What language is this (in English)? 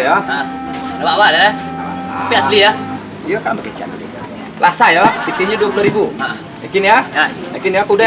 Minangkabau